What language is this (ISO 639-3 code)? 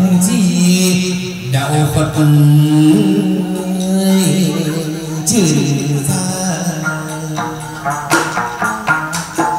vie